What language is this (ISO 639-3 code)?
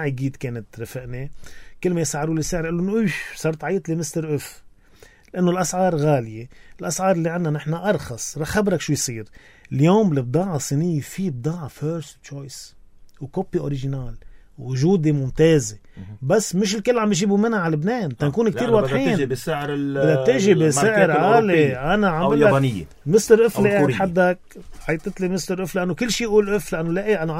apc